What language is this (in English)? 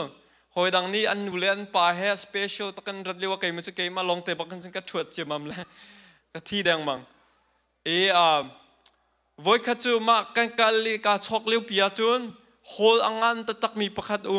Hakha Chin